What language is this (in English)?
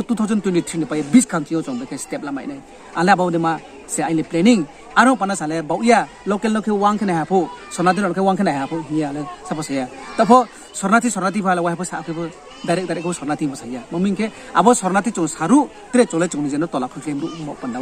Riang (India)